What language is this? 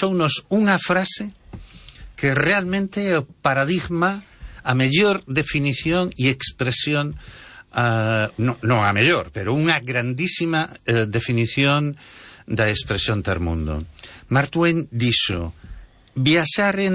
Galician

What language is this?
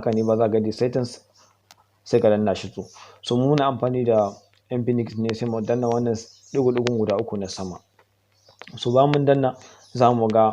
Hausa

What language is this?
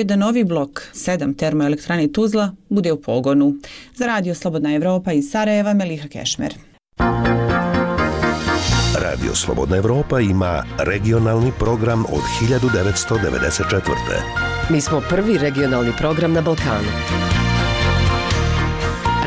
Bosnian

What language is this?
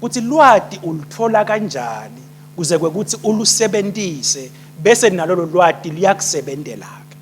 Swati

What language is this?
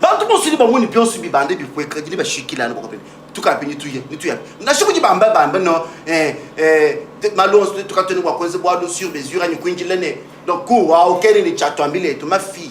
Luba-Lulua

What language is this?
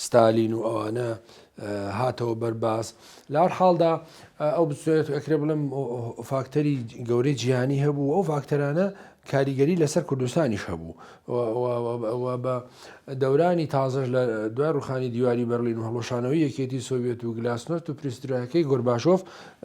Central Kurdish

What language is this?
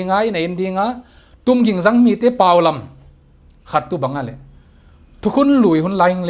Paite Chin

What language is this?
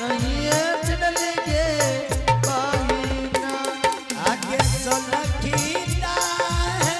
Angika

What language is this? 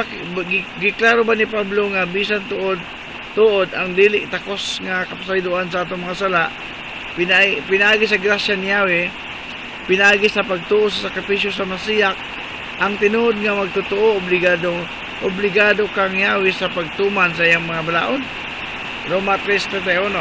Cebuano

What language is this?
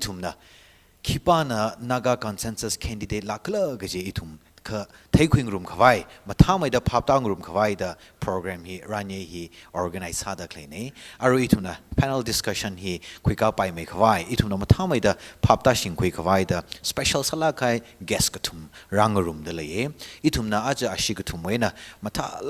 Tangkhul Naga (India)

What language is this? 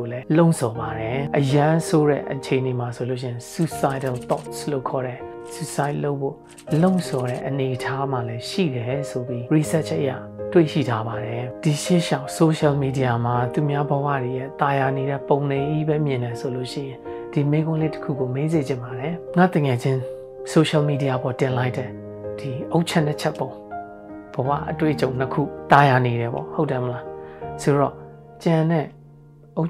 Burmese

